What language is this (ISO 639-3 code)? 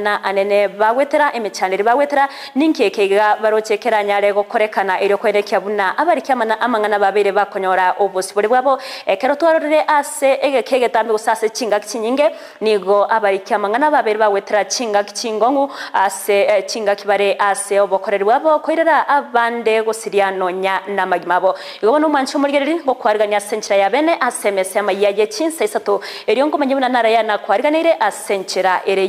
guz